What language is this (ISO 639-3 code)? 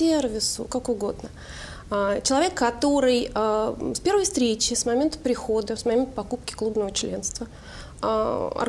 rus